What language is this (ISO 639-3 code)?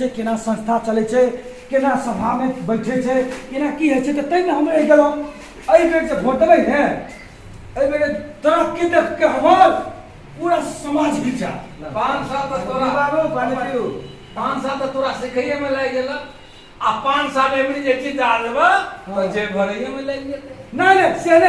mai